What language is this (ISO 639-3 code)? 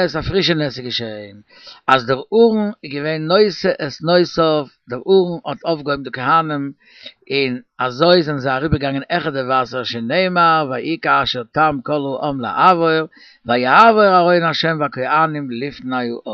yid